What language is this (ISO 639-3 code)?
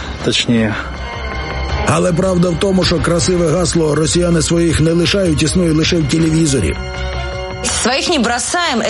ukr